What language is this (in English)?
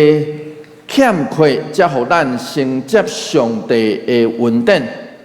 Min Nan Chinese